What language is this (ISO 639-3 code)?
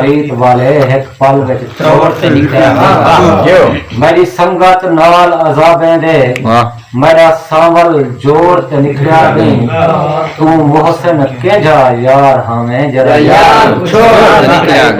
skr